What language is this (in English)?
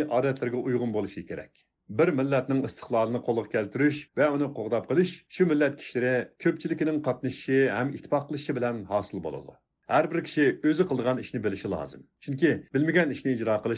Uyghur